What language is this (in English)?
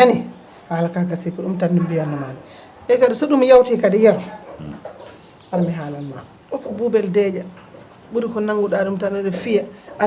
Fula